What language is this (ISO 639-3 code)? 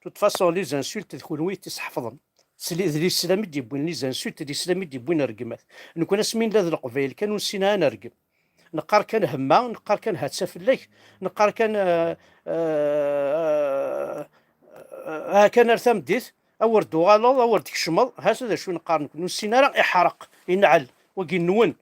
kab